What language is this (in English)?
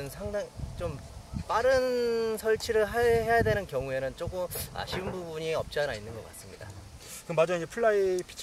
Korean